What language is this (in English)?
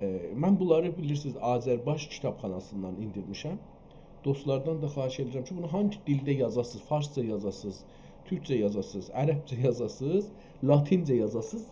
South Azerbaijani